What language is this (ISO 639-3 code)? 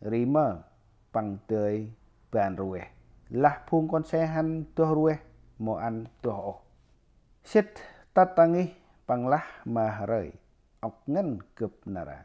cmo